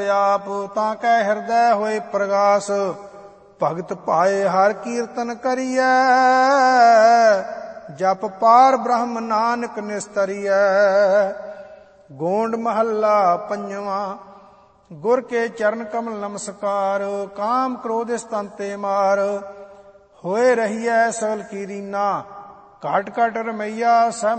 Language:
Punjabi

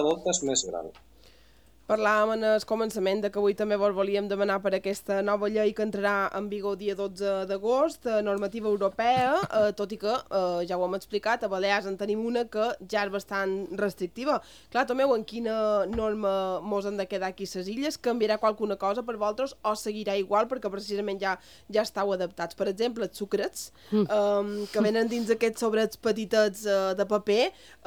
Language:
Catalan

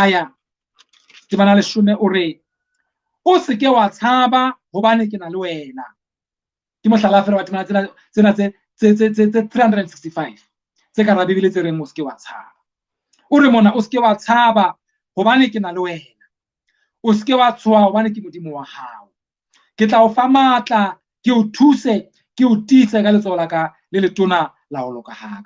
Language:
Southern Sotho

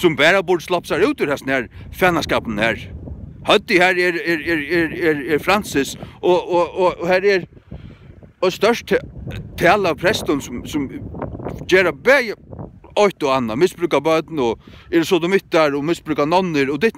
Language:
Faroese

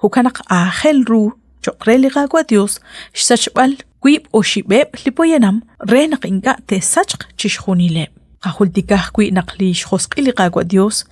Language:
Kekchí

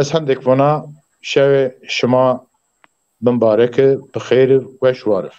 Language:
Zaza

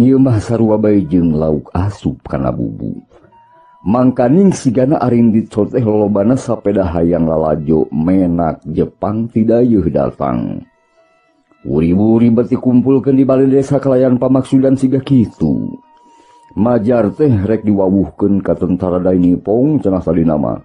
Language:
Sundanese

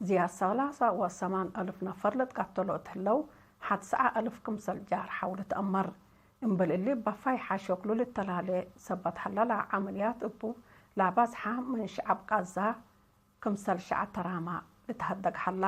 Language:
Tigre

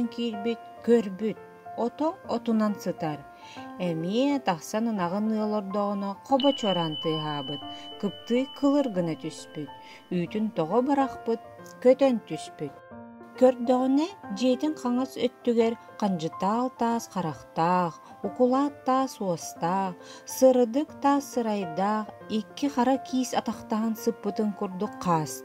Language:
Yakut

